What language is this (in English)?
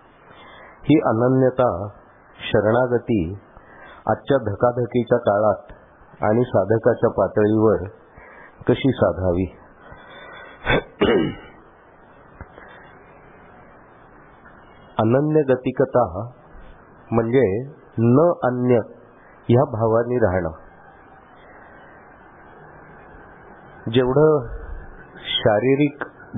Marathi